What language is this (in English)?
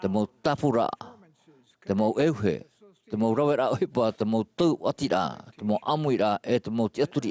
Tahitian